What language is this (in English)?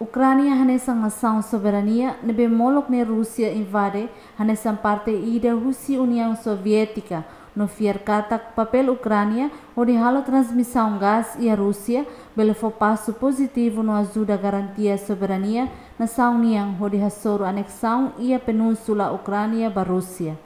Tetum